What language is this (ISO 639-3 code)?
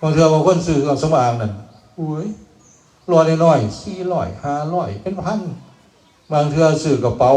tts